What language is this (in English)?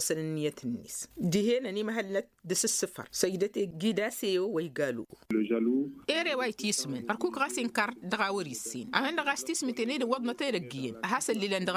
Tamasheq